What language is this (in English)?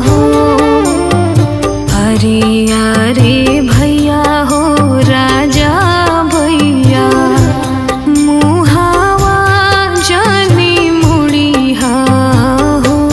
Bhojpuri